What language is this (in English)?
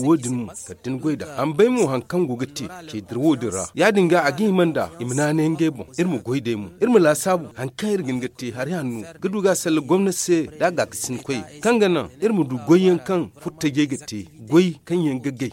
Zarma